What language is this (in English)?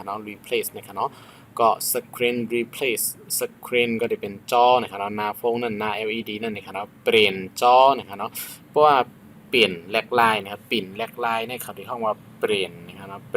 Shan